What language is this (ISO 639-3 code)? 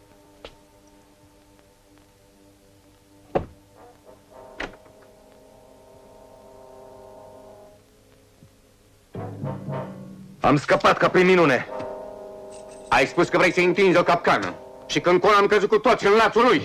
ron